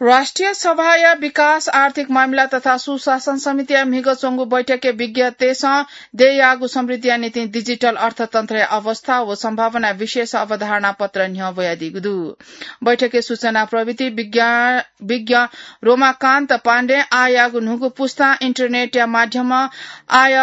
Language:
Newari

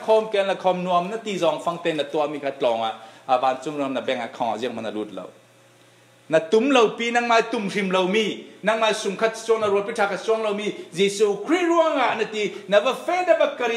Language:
Falam Chin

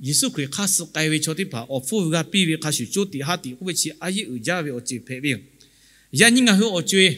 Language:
Lahu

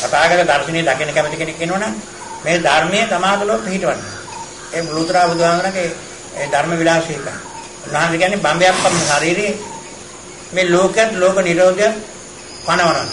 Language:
Sinhala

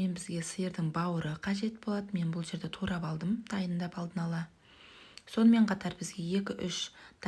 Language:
Kazakh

